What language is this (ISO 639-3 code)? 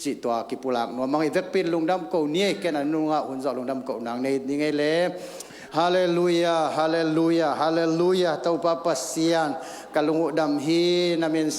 ctd